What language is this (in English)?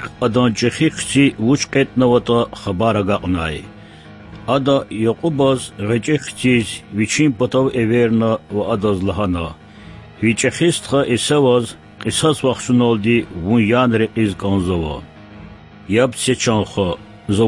Lezghian